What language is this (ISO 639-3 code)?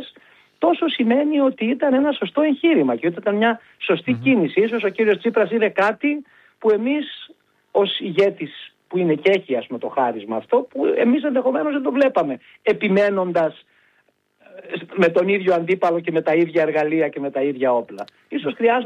ell